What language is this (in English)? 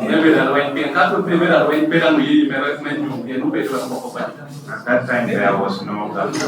Lango (Uganda)